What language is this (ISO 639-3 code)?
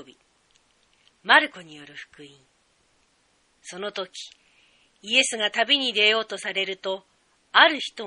jpn